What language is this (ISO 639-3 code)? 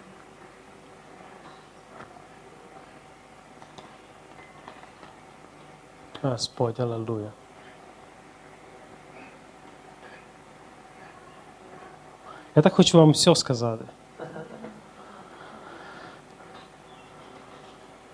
ukr